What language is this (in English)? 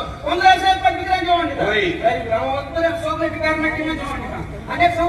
Konkani